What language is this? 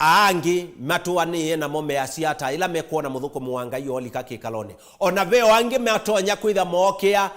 Kamba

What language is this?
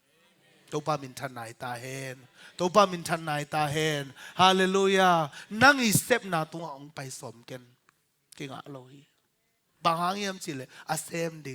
Tedim Chin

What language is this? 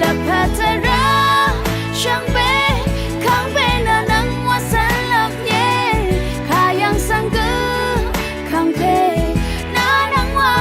Rawang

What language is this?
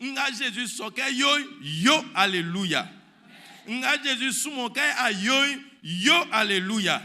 Baoulé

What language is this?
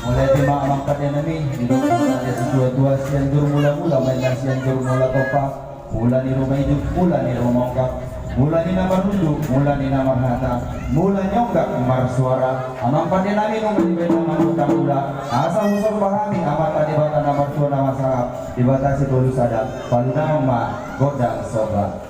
Batak Toba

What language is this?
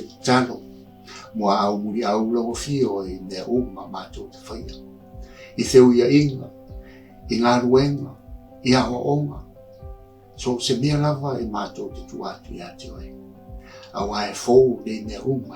Samoan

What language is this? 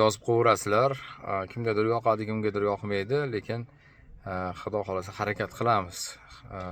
Uzbek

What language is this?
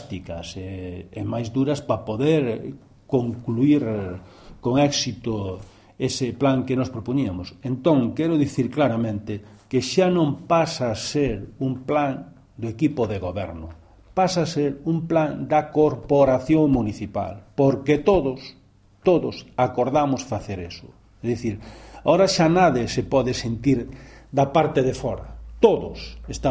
Galician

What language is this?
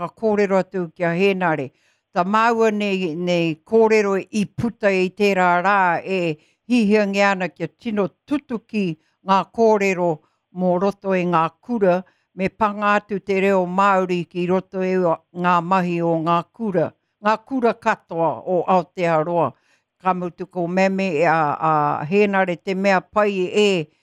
Māori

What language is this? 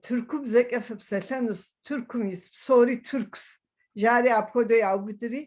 Kabardian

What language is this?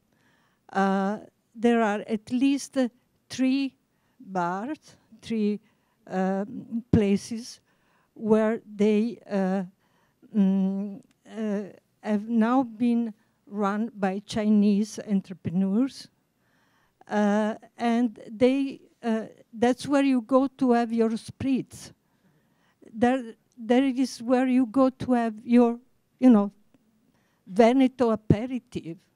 English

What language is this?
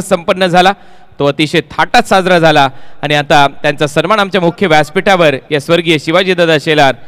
Marathi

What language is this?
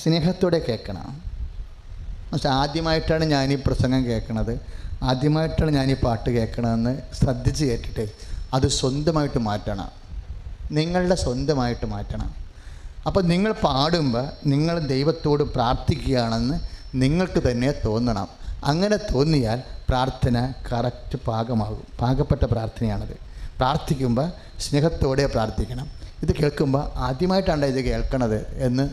Malayalam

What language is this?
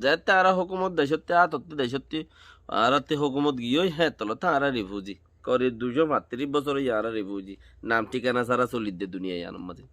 Rohingya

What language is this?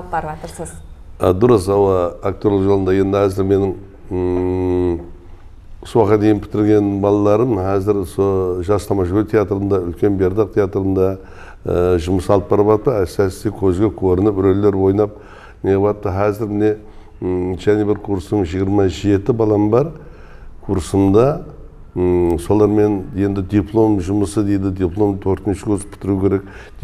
Kara-Kalpak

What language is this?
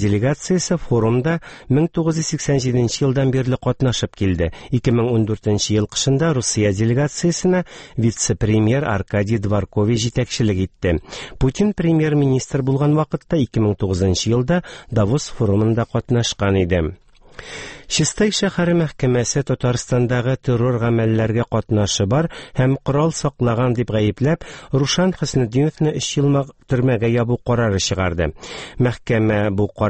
Tatar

